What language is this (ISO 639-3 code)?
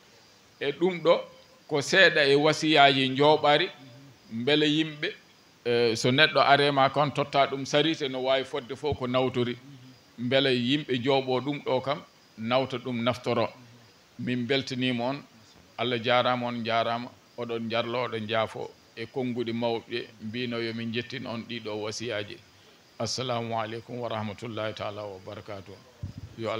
ful